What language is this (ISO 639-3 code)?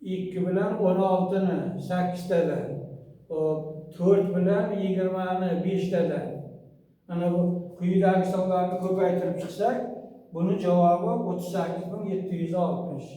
uzb